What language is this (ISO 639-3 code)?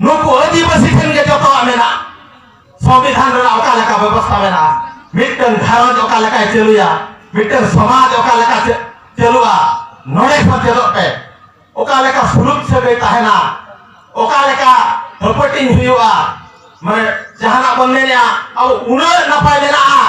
sat